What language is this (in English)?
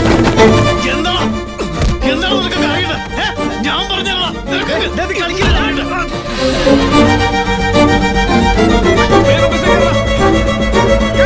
Malayalam